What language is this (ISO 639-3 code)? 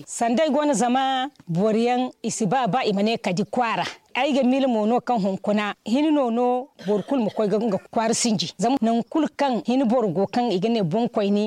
dje